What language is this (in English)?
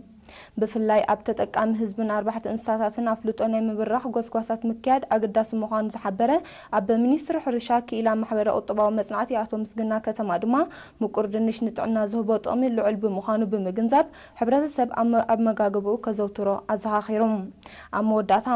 Tigrinya